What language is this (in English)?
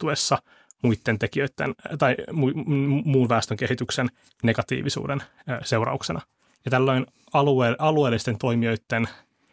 Finnish